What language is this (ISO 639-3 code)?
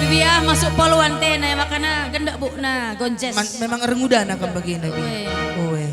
btx